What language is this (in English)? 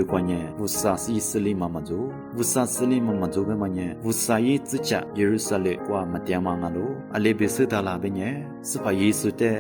Lisu